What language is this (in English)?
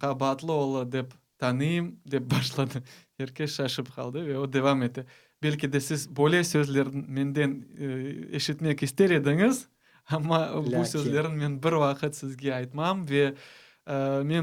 Crimean Tatar